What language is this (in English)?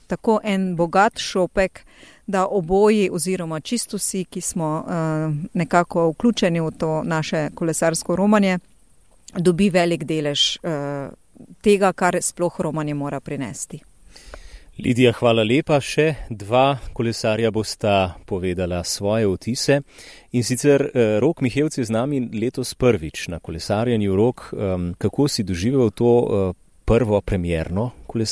Slovenian